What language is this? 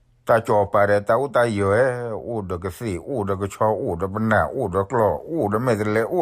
S'gaw Karen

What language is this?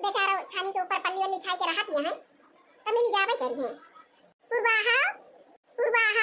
Awadhi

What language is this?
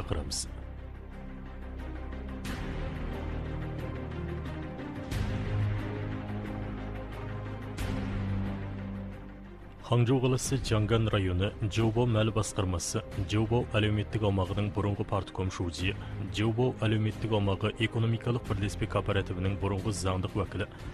Kazakh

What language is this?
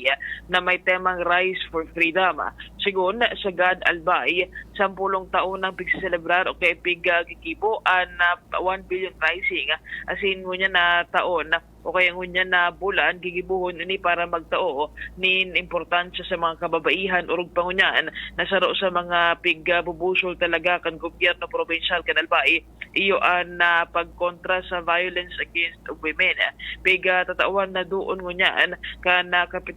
Bikol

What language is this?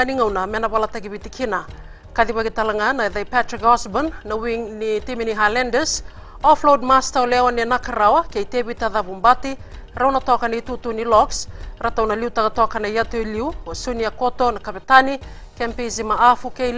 Fijian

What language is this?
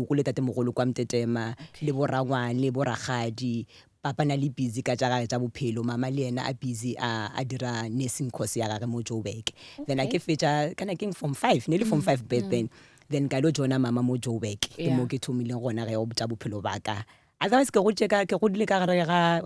Northern Sotho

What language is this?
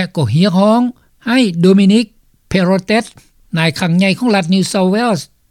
Lao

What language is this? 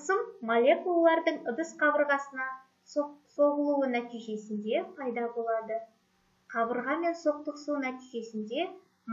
Kazakh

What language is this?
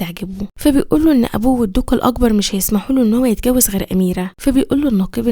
Egyptian Arabic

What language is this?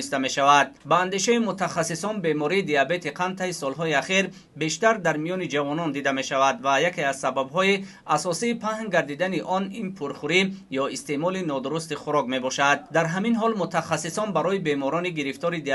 Tajik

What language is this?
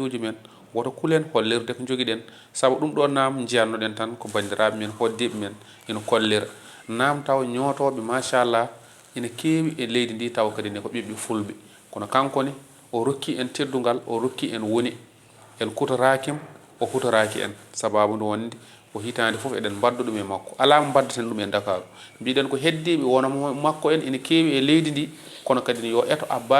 Fula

